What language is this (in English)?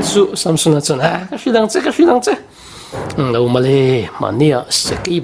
Mizo